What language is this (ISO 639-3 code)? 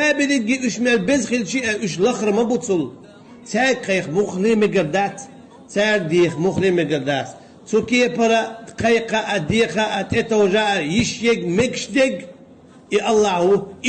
che